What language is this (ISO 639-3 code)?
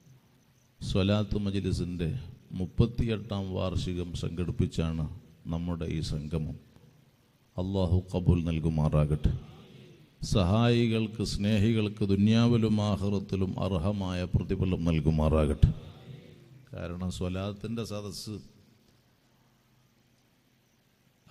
mal